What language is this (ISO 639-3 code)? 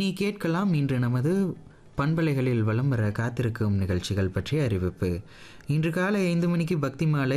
tam